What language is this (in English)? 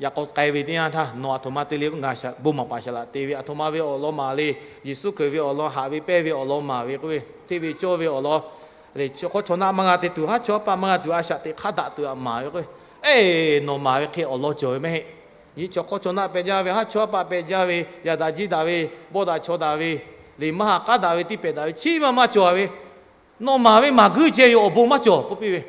Lahu